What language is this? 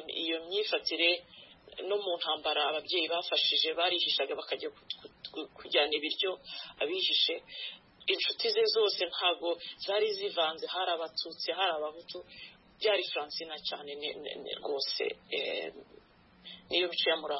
Kinyarwanda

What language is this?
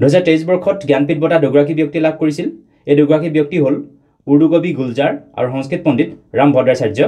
Assamese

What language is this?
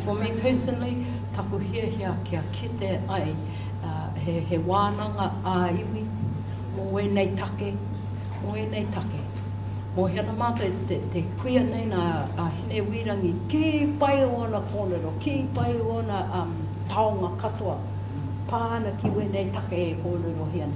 Māori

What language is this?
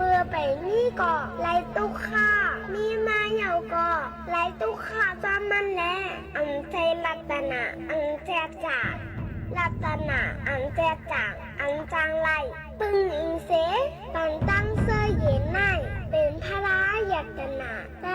Shan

